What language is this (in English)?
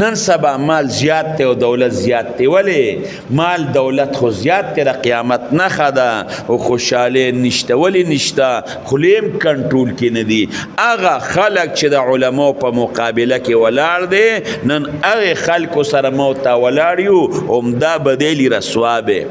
Pashto